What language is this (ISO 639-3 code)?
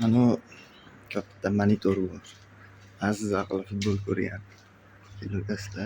uzb